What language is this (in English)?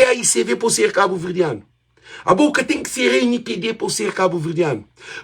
Kabuverdianu